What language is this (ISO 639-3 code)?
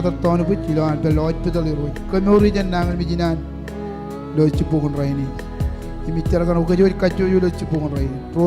mah